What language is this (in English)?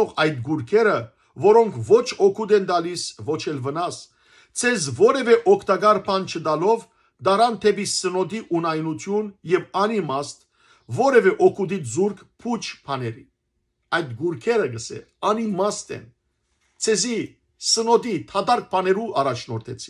Western Armenian